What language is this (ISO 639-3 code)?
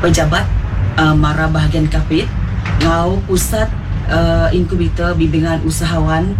iba